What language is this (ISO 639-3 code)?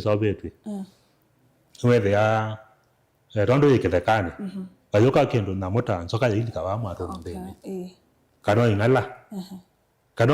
kam